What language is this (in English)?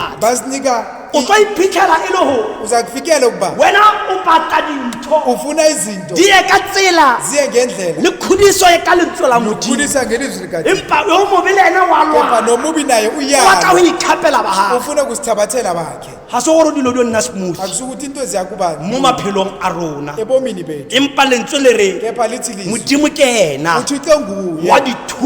Tswana